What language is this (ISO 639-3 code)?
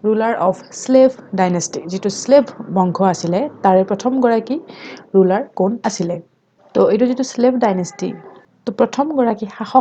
asm